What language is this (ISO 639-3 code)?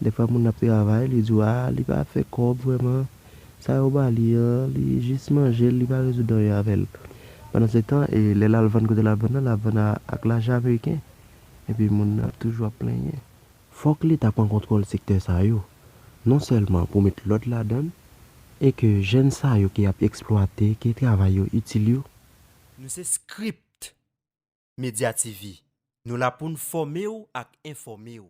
hat